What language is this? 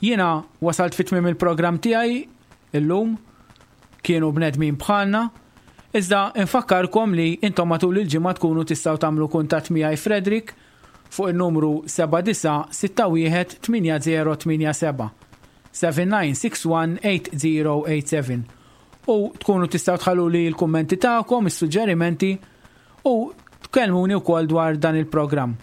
Maltese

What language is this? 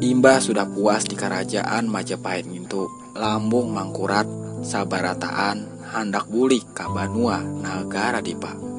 Banjar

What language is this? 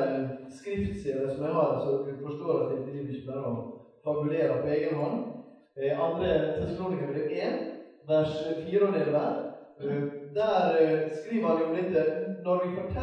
Norwegian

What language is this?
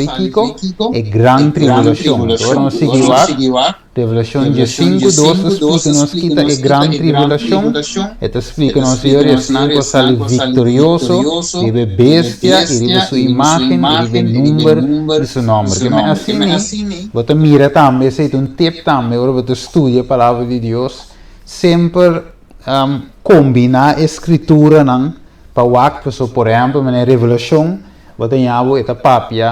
Papiamento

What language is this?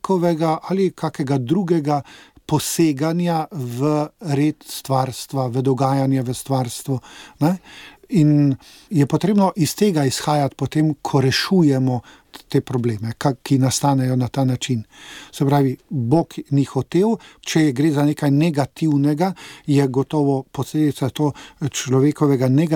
Slovenian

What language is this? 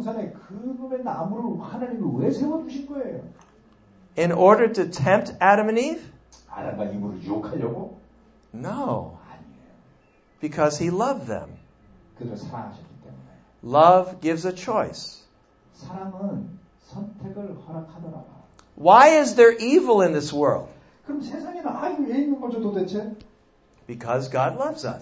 Korean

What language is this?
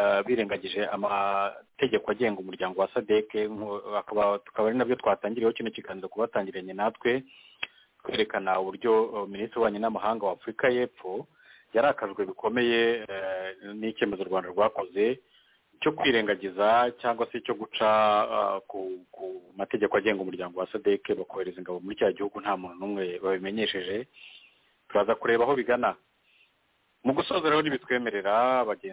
Kinyarwanda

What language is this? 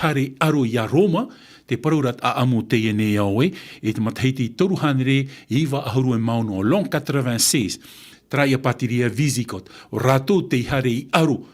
Tahitian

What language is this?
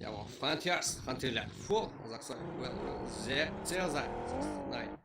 Kara-Kalpak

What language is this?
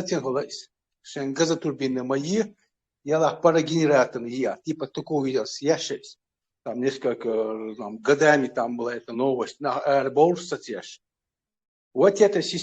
Chechen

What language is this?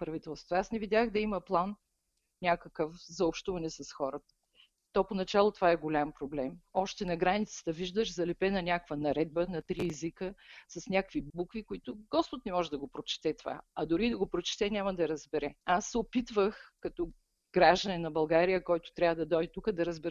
Bulgarian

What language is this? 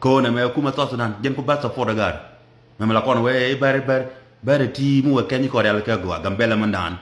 Nuer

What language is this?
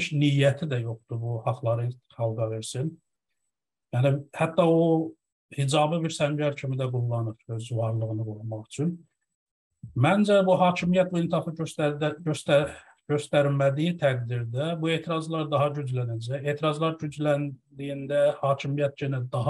South Azerbaijani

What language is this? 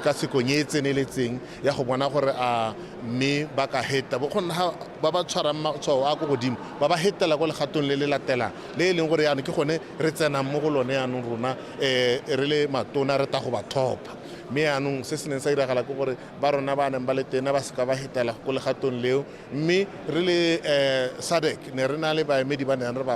Tswana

